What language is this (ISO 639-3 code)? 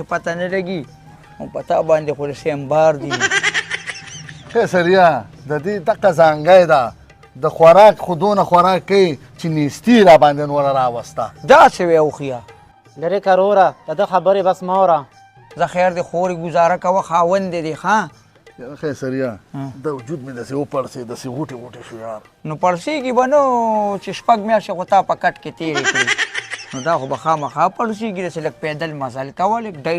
pus